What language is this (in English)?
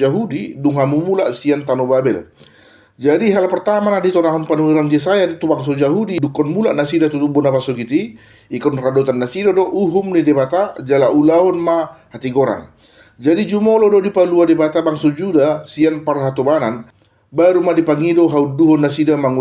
Batak Toba